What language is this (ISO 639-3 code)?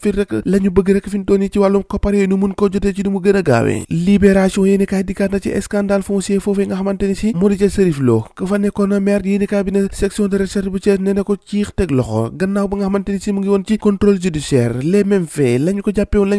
wol